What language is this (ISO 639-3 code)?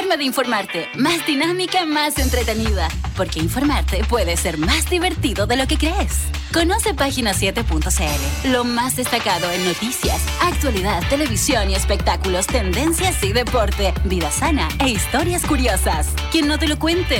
spa